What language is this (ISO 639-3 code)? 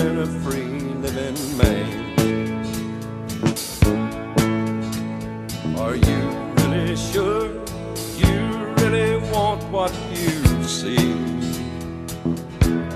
eng